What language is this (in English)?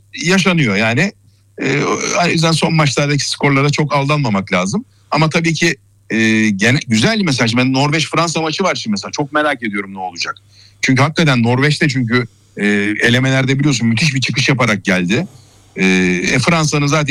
Turkish